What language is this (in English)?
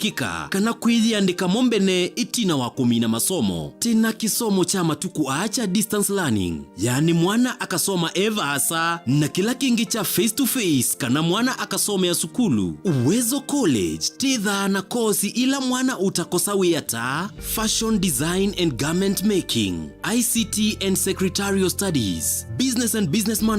Kamba